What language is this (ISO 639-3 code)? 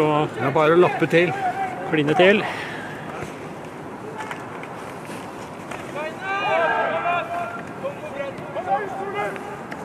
nor